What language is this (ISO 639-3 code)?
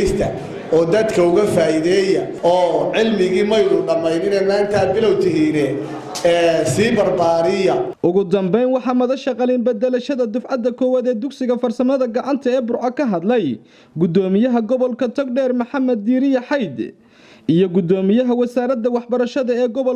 som